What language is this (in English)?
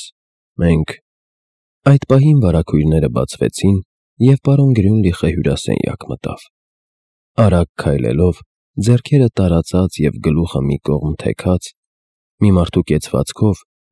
Armenian